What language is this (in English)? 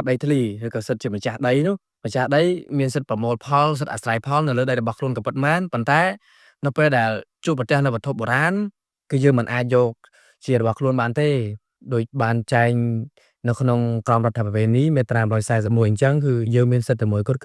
Khmer